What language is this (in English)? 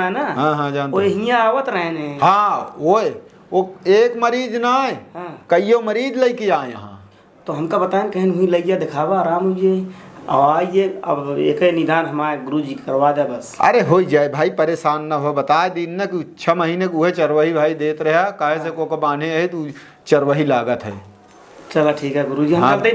Awadhi